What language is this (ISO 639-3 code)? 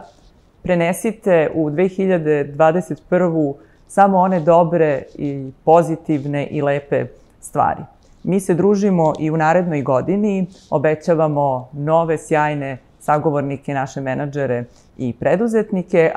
srp